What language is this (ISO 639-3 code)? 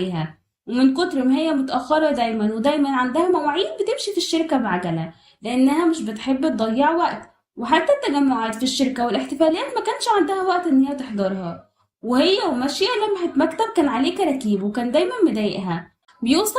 arz